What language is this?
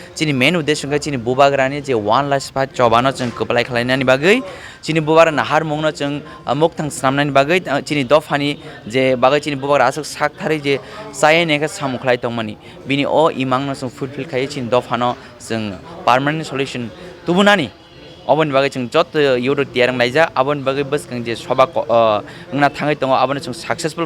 Kok Borok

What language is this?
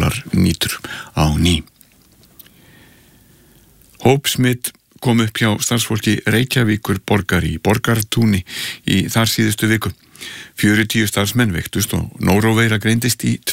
Icelandic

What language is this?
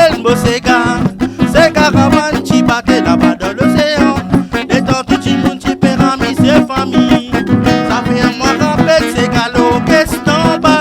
Réunion Creole French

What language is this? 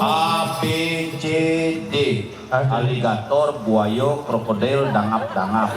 Balinese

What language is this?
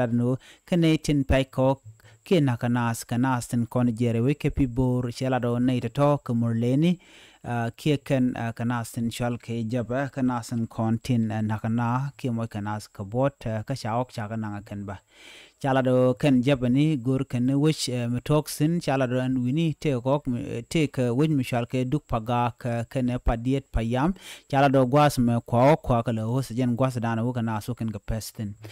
Nuer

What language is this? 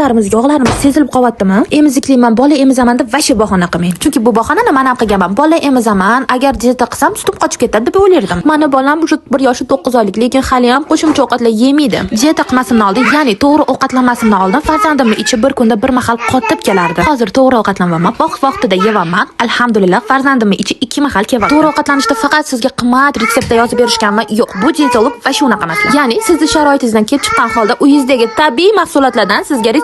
Uzbek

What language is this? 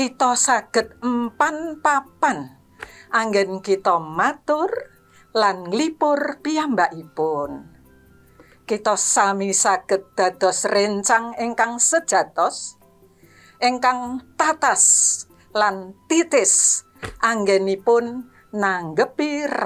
Javanese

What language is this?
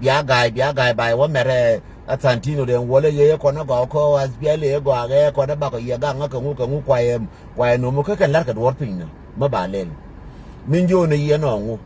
Nuer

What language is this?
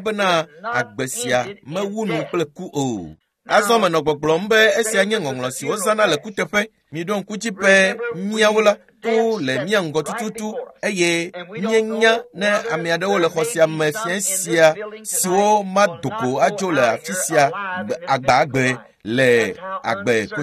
Ewe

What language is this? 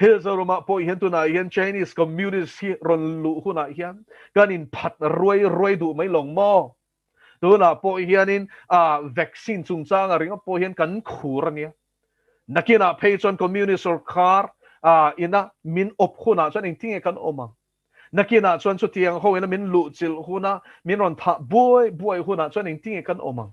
Mizo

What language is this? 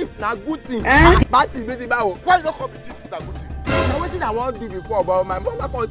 Nigerian Pidgin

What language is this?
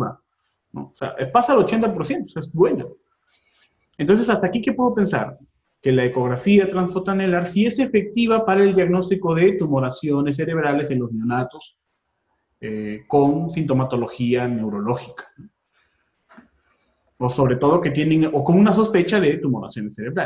Spanish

